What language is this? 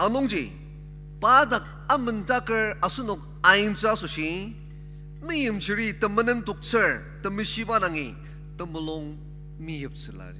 Ao Naga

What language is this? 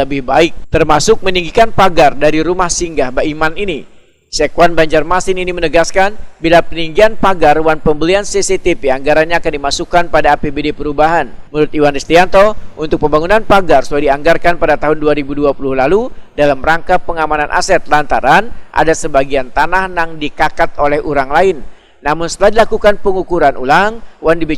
Banjar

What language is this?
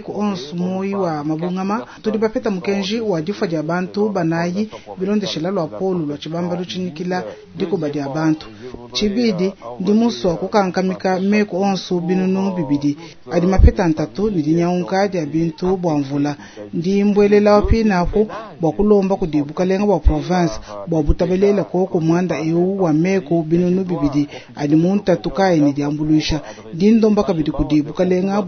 Luba-Lulua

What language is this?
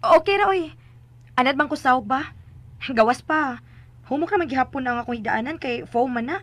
Cebuano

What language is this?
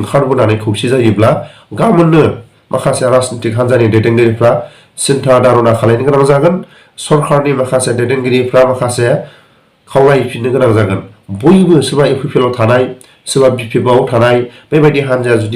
Bodo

